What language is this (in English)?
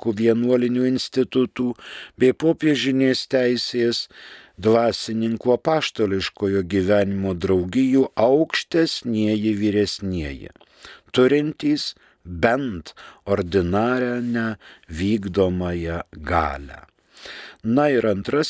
Lithuanian